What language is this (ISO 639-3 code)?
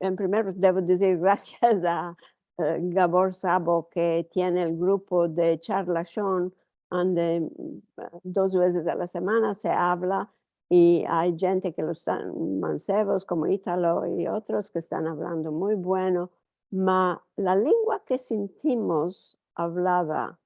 lad